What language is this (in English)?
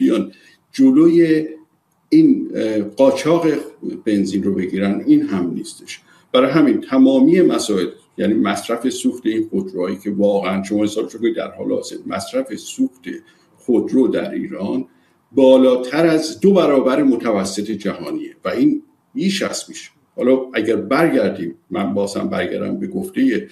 Persian